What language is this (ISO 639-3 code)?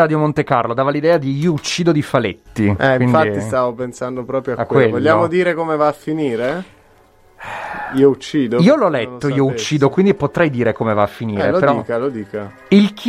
ita